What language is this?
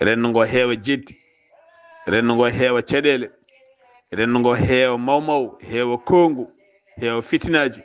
Fula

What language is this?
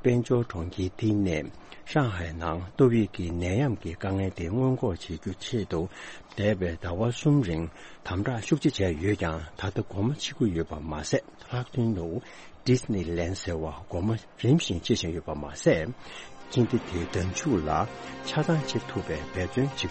Tibetan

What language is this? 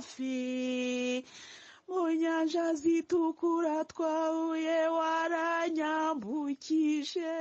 Kinyarwanda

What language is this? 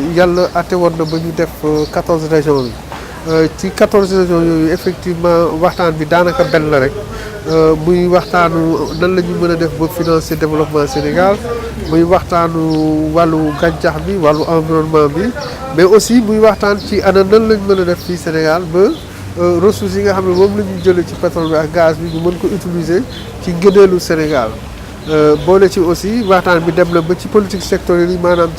Wolof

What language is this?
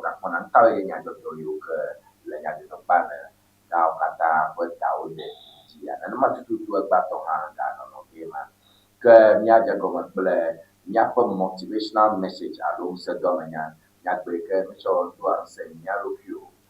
Ewe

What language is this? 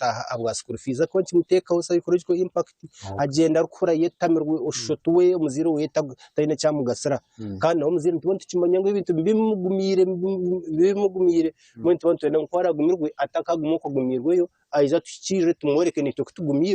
Nyankole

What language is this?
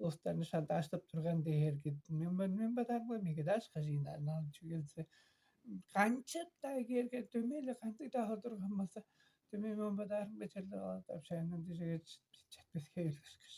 Tuvinian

